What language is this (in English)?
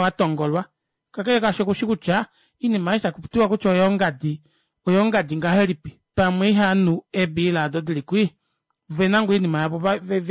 Kuanyama